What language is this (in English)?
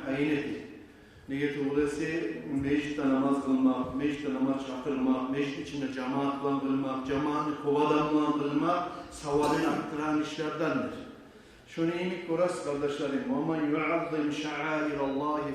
Kumyk